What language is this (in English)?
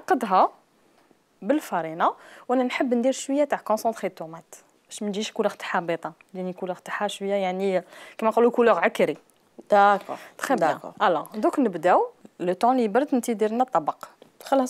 Algerian Arabic